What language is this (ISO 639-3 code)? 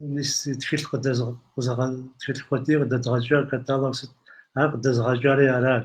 kbd